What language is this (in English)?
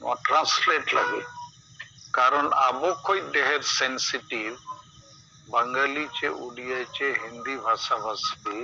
Santali